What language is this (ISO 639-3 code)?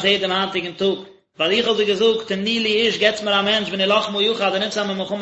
yid